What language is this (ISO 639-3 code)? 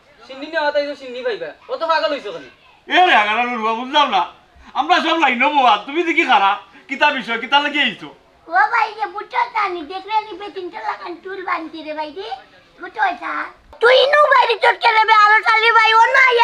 syl